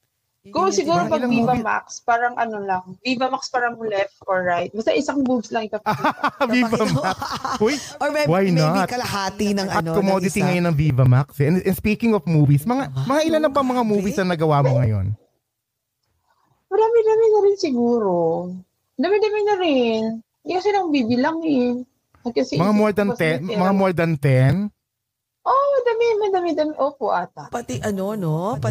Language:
Filipino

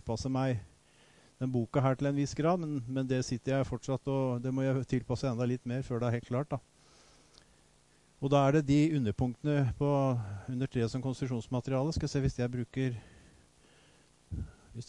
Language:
Norwegian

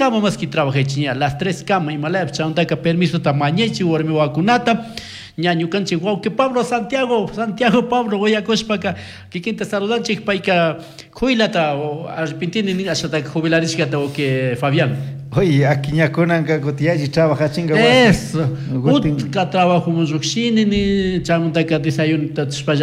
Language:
Chimborazo Highland Quichua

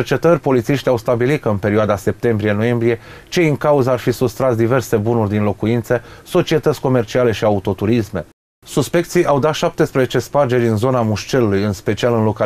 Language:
Romanian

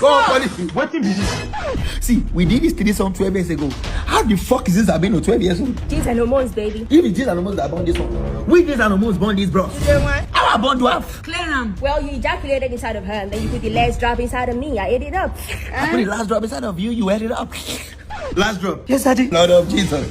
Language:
Nigerian Pidgin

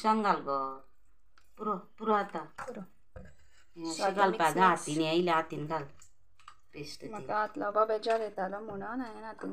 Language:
Konkani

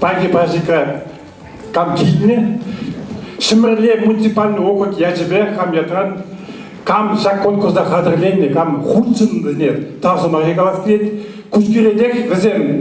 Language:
Chuvash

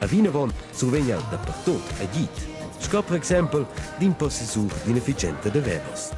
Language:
Romansh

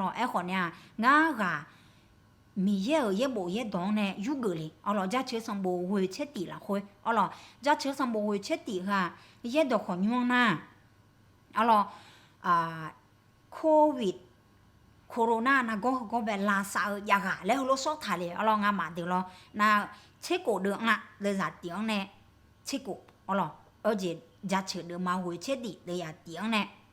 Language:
Akha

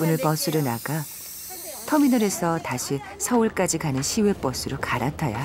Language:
Korean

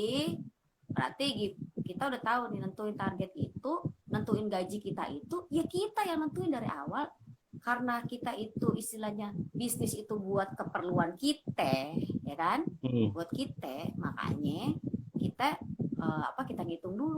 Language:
Betawi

